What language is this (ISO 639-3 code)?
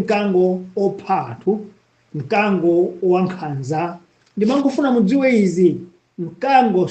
nya